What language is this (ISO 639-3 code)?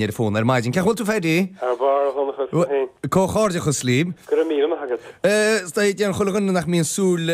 gle